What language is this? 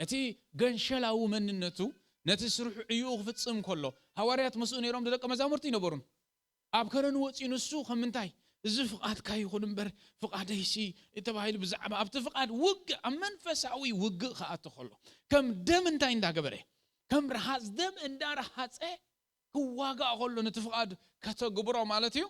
Tigrinya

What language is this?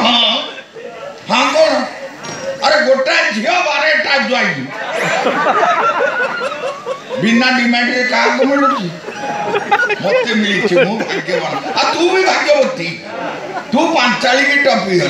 Odia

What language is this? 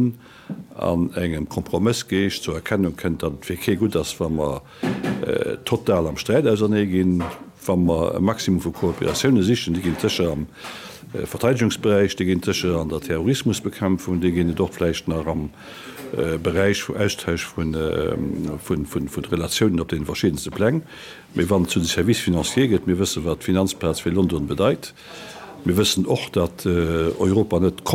Luxembourgish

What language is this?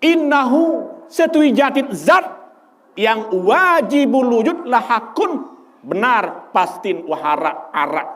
Sasak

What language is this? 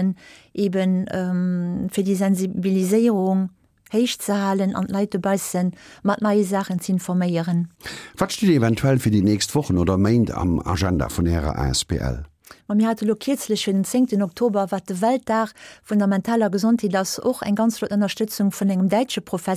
Luxembourgish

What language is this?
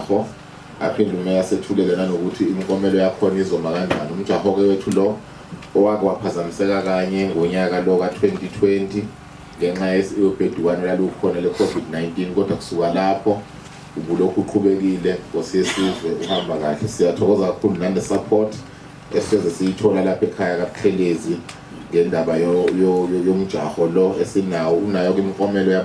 Zulu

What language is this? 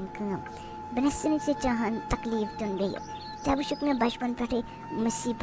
Kashmiri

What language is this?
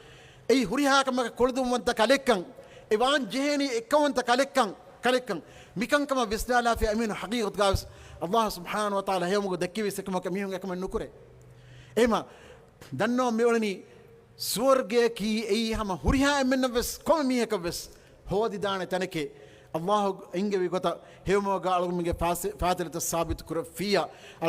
Divehi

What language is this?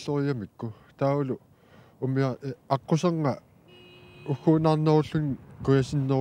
Kalaallisut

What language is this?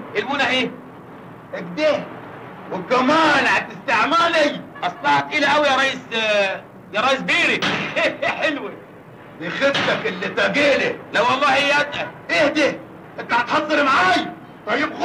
Egyptian Arabic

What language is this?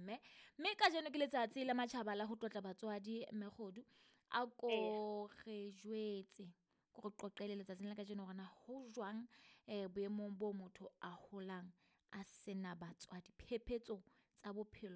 Southern Sotho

